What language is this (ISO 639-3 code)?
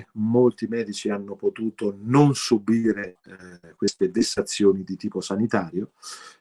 ita